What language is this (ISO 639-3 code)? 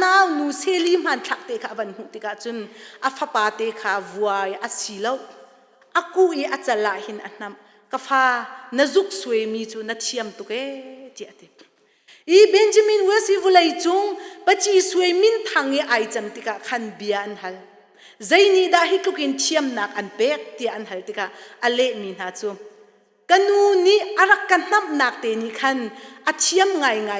cnh